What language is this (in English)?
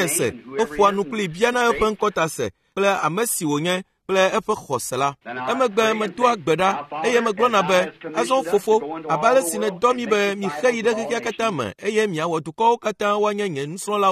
Ewe